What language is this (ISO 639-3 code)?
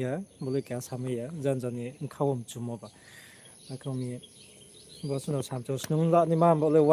ria